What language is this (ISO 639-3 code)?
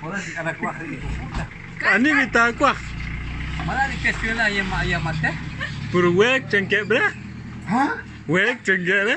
kek